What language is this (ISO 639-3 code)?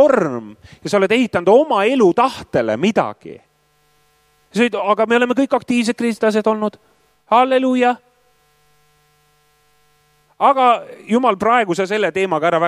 est